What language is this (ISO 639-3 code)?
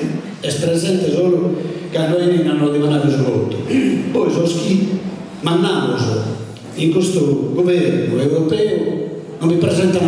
srd